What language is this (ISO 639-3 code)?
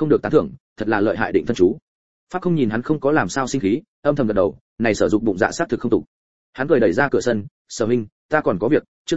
vie